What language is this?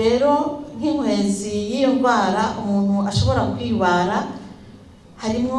Rundi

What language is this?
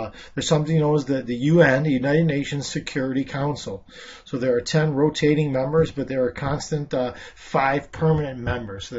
English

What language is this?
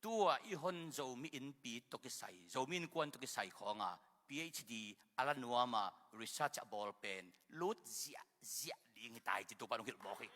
Tedim Chin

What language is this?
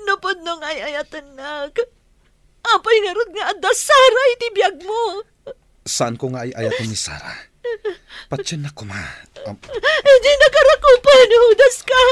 Iloko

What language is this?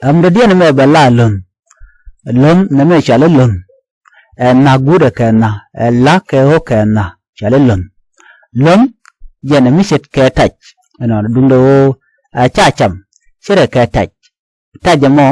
Nuer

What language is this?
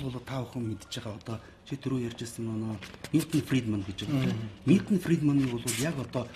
Mongolian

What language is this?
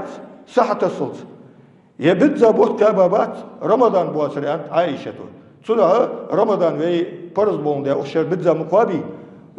Ingush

